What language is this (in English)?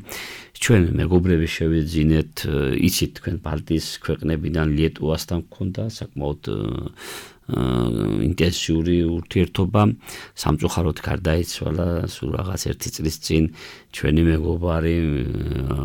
Georgian